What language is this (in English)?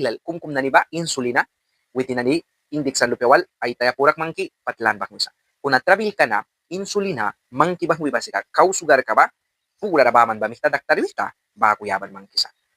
Mískito